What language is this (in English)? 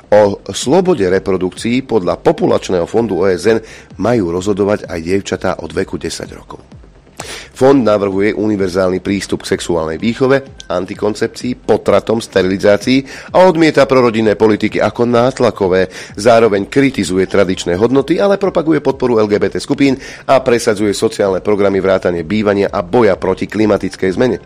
Slovak